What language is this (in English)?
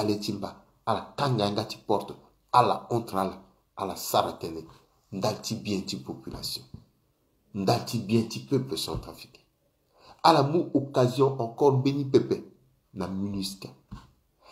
Sango